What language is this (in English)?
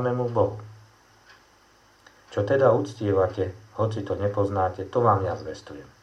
Slovak